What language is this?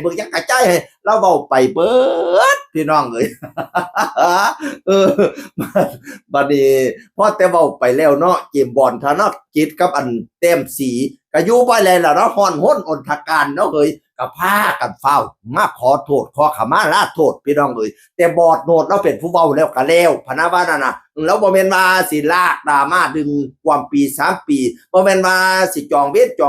Northeastern Thai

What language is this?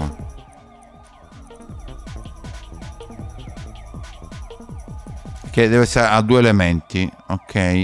Italian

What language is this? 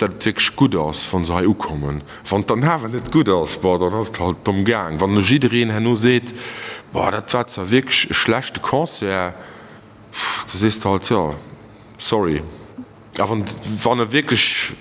Luxembourgish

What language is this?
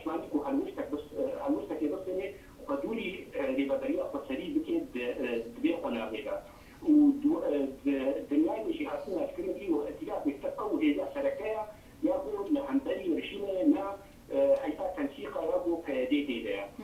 Kurdish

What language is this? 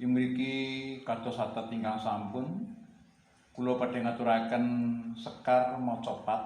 Javanese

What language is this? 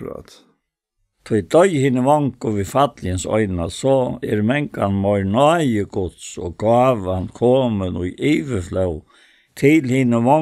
Faroese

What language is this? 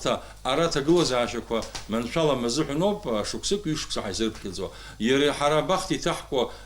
Abkhazian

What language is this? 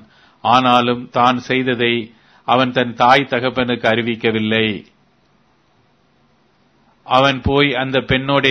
Tamil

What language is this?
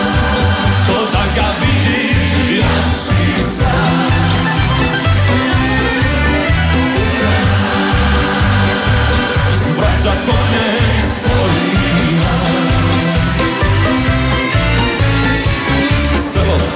Croatian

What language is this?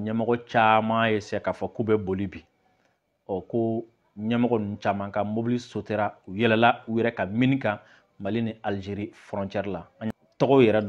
Bambara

